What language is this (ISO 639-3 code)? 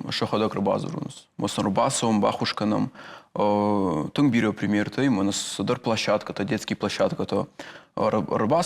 oss